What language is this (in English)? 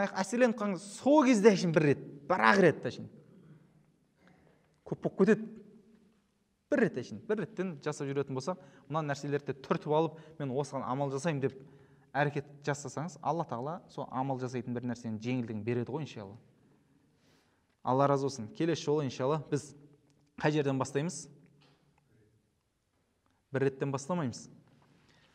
Kazakh